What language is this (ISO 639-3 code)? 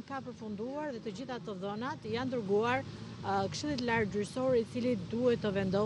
sqi